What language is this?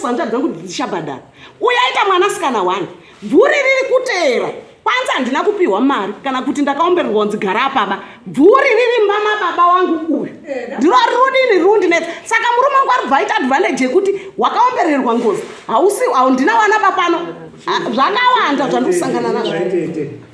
Shona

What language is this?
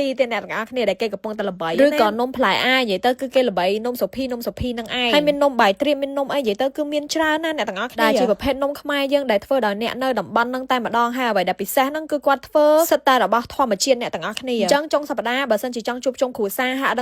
Khmer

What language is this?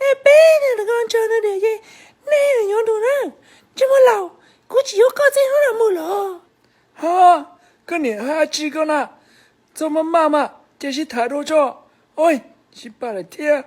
Hmong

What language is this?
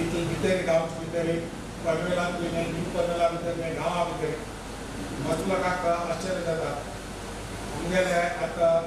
Konkani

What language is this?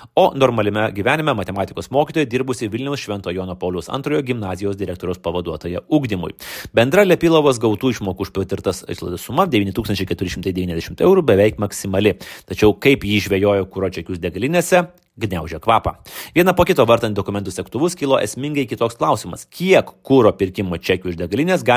Lithuanian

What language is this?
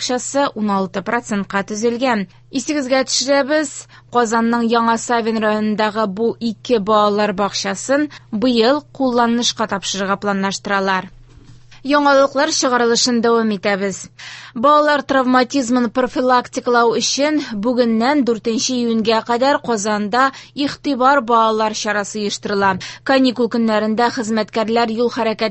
Tatar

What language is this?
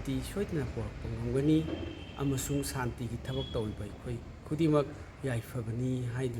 Manipuri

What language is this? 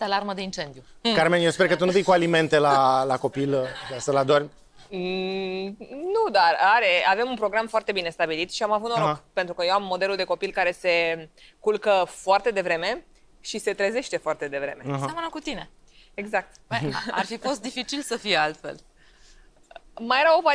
Romanian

